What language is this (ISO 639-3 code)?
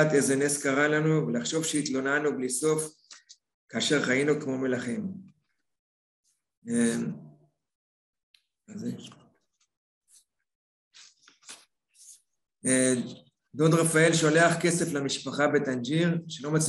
heb